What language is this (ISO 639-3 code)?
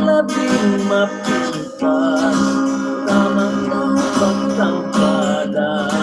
hil